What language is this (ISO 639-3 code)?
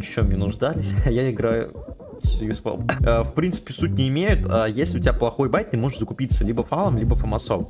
rus